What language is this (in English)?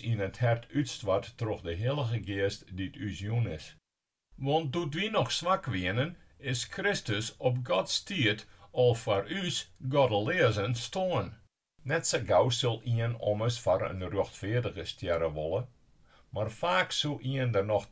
Western Frisian